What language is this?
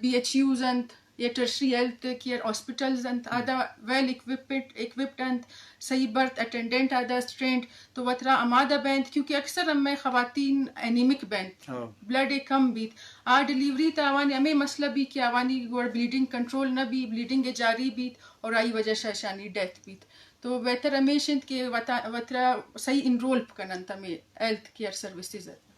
Eastern Balochi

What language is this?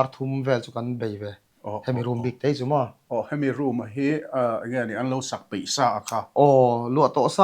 Mizo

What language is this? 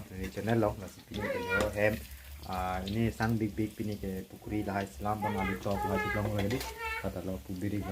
Karbi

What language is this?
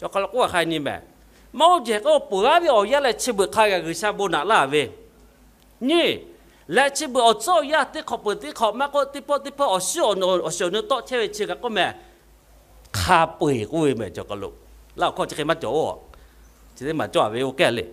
Lahu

